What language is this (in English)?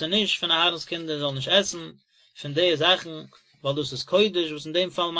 Yiddish